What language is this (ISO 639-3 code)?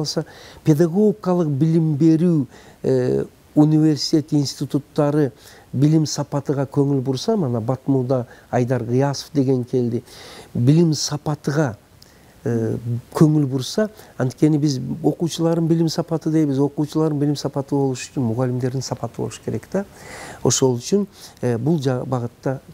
kir